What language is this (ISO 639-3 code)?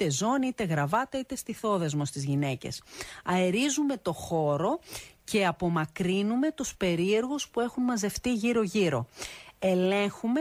ell